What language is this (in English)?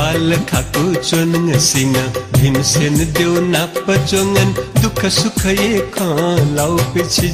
Newari